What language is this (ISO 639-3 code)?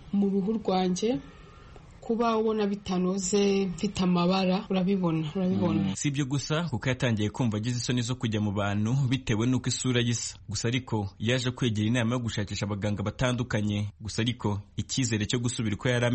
kin